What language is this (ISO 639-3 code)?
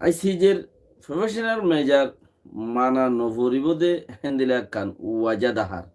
rhg